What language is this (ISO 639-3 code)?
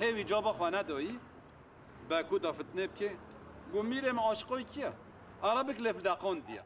kur